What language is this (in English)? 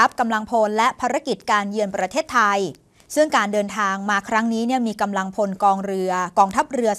Thai